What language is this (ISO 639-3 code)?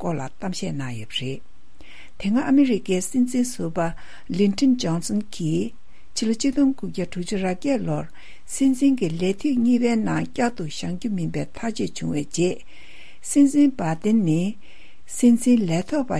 bod